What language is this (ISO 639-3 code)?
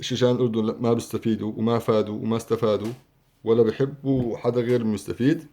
apc